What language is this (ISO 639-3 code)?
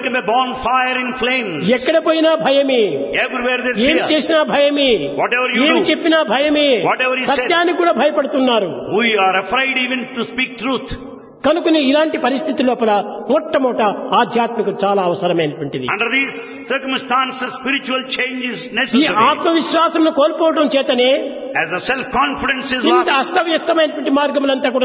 tel